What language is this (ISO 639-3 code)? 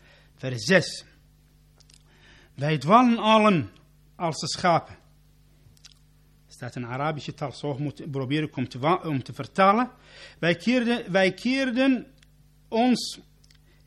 nld